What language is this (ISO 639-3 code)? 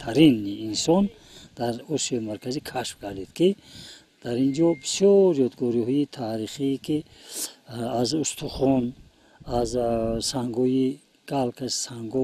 tgk